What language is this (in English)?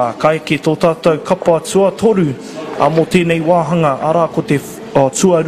Māori